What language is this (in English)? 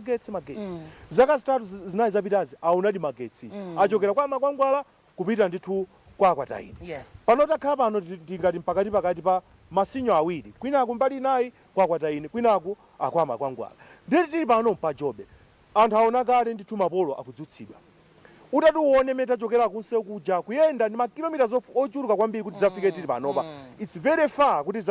Nyanja